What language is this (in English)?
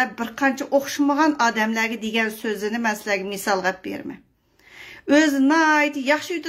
Uyghur